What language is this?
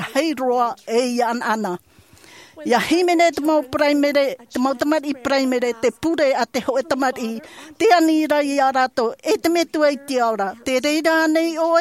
Tahitian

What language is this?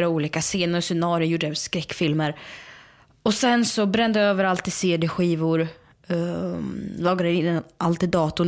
Swedish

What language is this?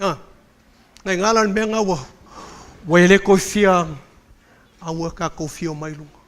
Samoan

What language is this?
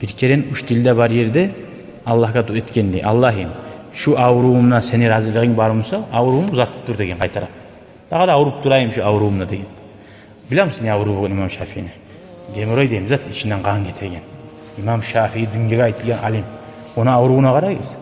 Kumyk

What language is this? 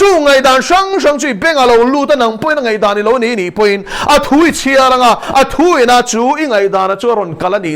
Mizo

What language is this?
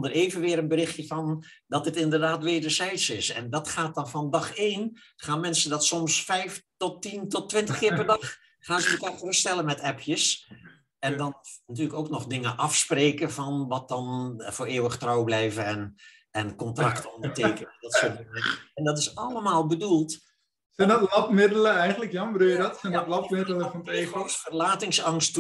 Dutch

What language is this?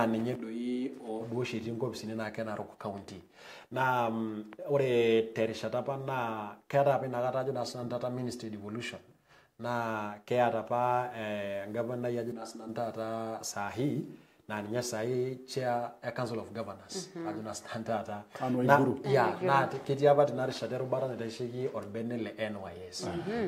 Masai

